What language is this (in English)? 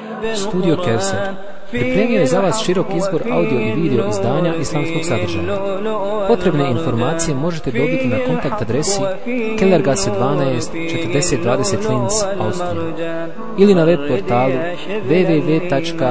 Bosnian